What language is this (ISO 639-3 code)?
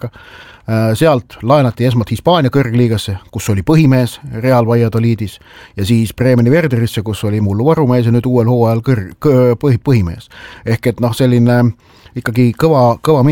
est